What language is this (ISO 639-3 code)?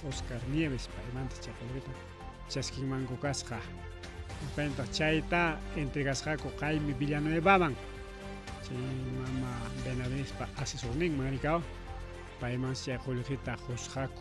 quy